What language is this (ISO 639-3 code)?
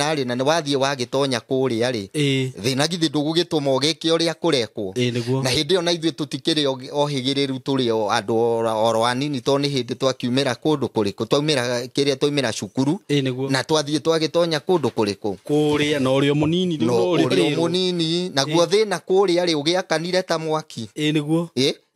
kik